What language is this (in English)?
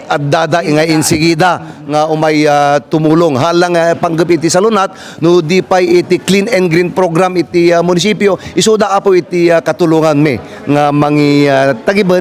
Iloko